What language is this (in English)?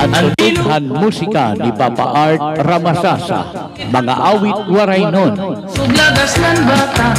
Waray